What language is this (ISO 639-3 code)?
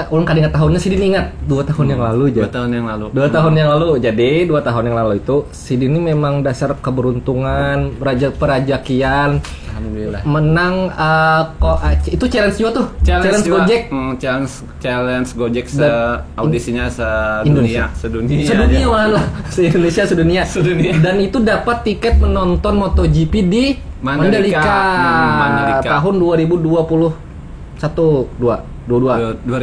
bjn